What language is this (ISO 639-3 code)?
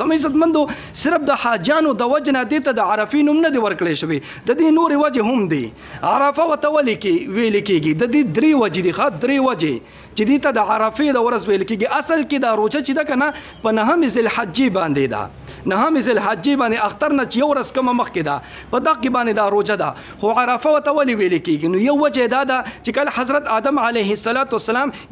pus